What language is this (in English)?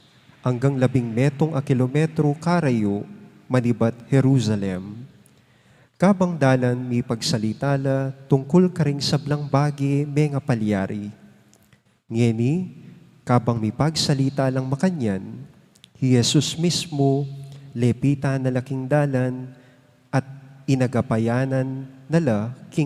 Pampanga